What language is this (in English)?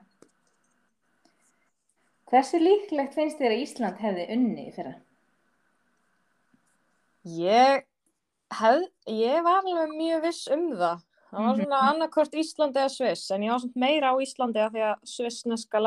Icelandic